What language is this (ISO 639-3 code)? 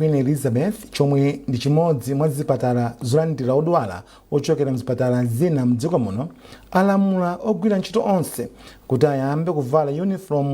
nya